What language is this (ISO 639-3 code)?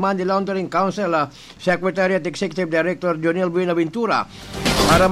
bik